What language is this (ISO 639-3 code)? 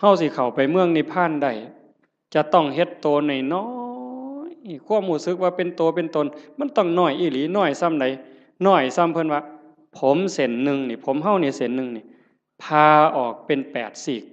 tts